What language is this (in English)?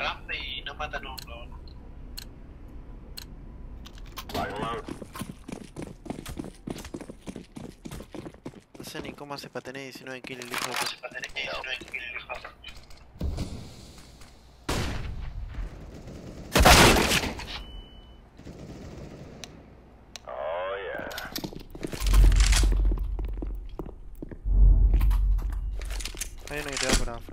Spanish